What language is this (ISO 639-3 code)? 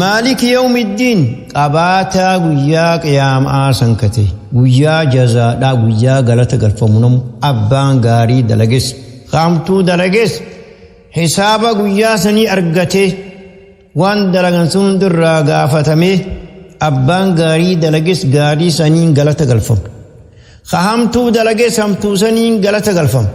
orm